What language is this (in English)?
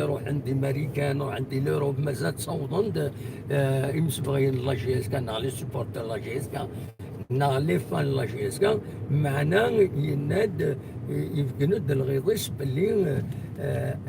Kabyle